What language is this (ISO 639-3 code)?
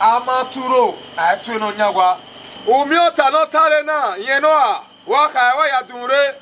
bin